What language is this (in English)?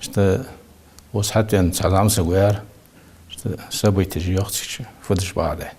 Ingush